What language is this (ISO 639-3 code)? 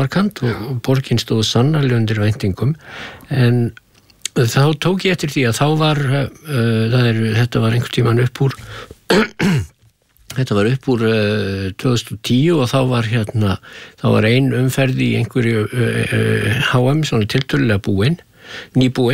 isl